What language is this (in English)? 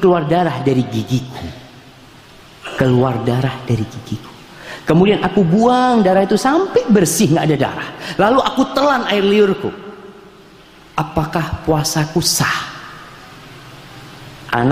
Indonesian